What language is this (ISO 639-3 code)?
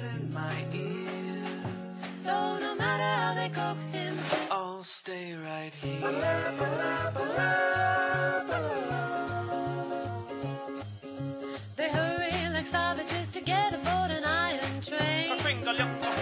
eng